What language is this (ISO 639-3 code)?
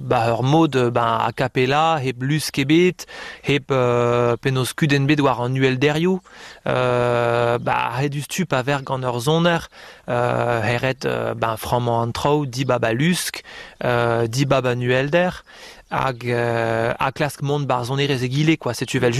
bre